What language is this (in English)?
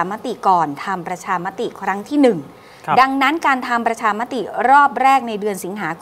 Thai